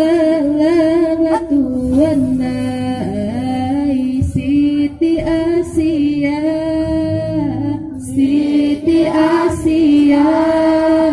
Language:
Minangkabau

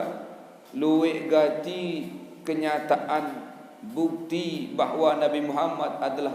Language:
Sasak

